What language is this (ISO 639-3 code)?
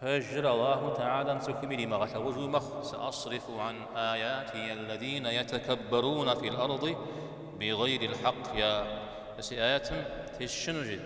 kbd